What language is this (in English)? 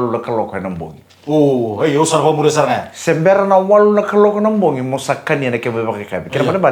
Fijian